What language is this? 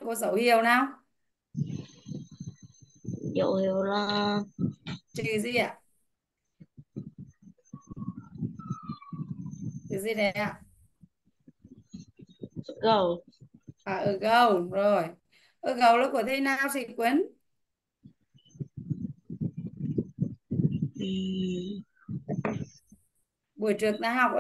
Vietnamese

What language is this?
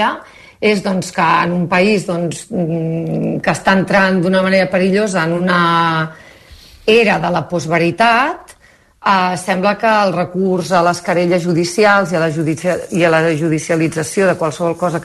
Catalan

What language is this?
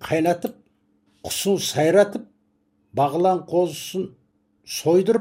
Kazakh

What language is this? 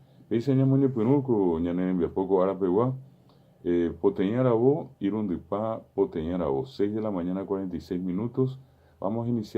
Guarani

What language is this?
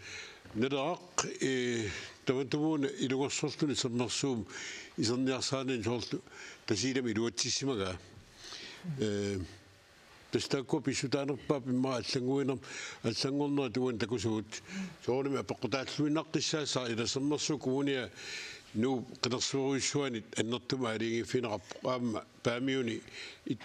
Kalaallisut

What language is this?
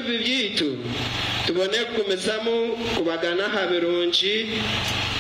Nyankole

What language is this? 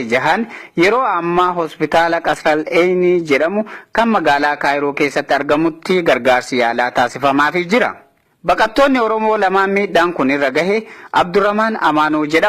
Oromo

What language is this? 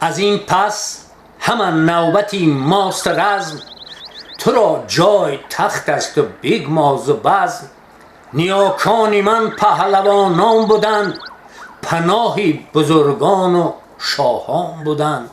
Tajik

